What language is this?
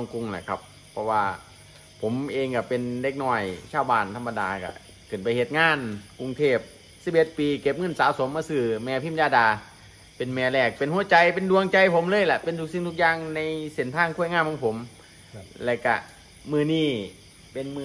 Thai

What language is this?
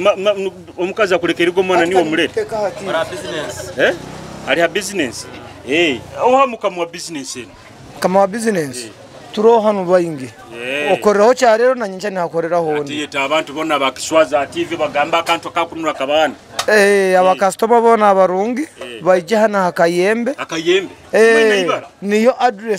Nyoro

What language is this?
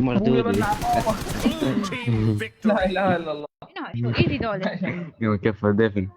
Mesopotamian Arabic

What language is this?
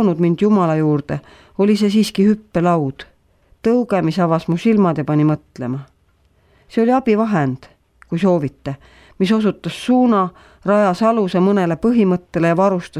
Estonian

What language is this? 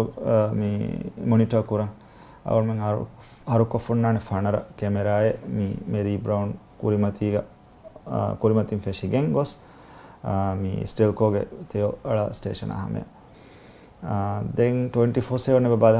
Divehi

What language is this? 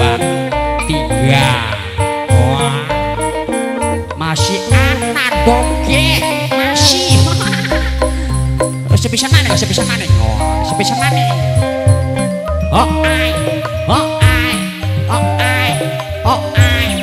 Indonesian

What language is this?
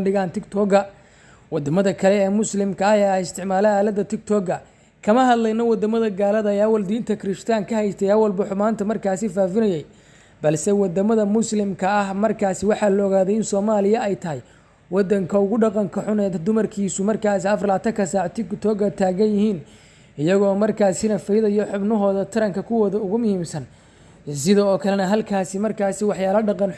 Somali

